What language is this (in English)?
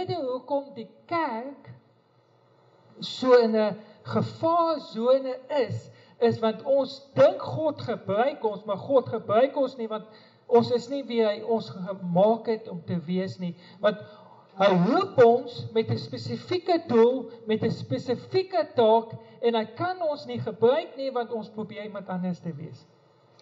Afrikaans